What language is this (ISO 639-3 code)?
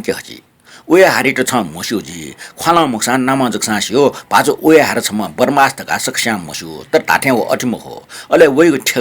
new